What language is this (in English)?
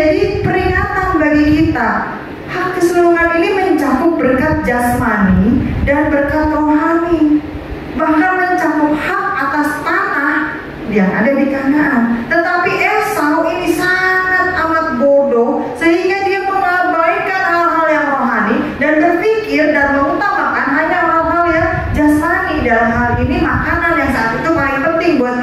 Indonesian